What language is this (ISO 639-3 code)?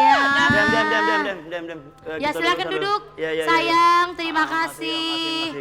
mui